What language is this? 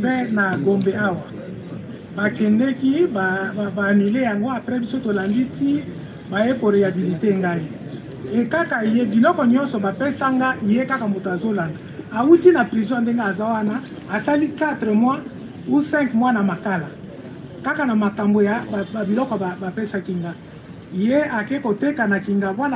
Lingala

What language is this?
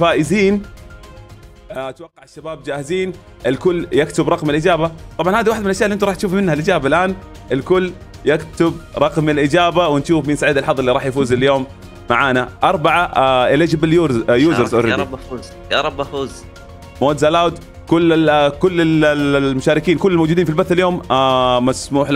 Arabic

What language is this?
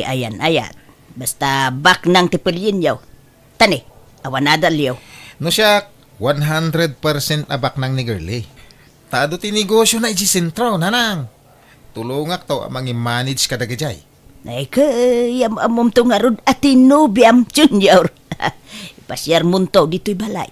Iloko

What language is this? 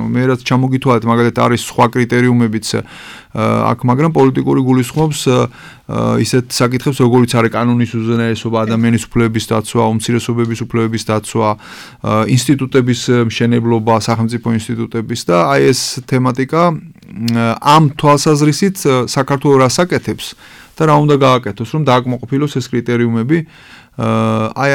Georgian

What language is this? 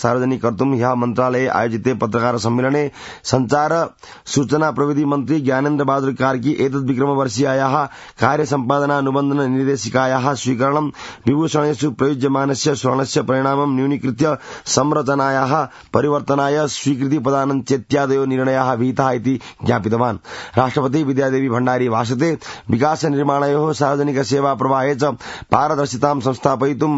Sanskrit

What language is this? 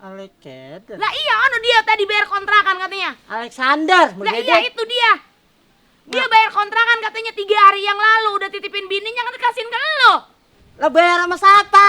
Betawi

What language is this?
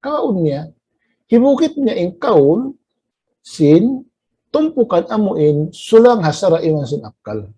Tausug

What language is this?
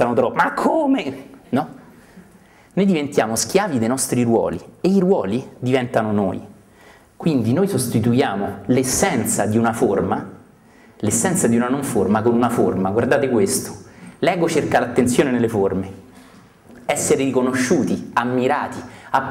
Italian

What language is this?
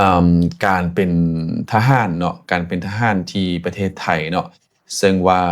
Lao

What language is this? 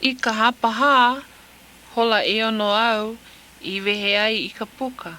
Hawaiian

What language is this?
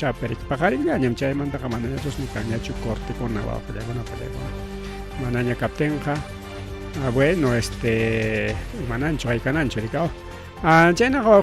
Ayacucho Quechua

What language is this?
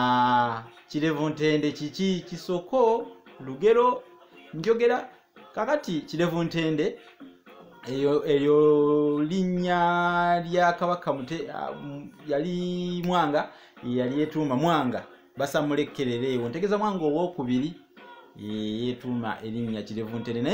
Ganda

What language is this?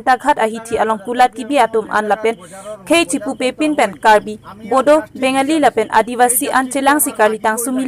Karbi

